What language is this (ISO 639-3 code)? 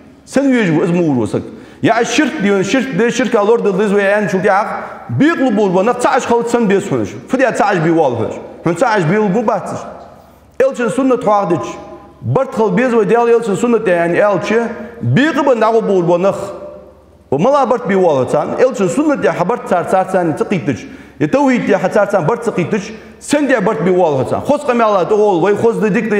inh